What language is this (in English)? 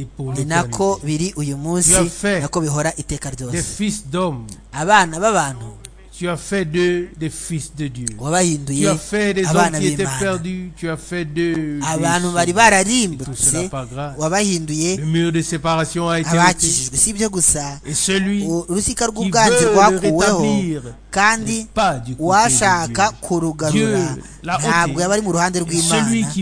Kinyarwanda